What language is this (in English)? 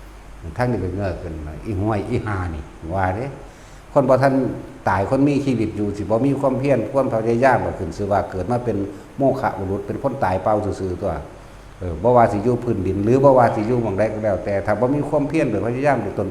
Northeastern Thai